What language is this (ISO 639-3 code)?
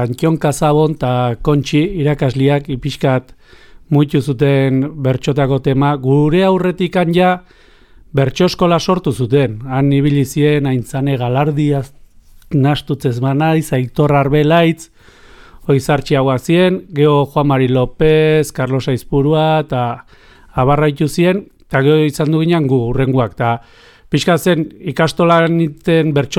eus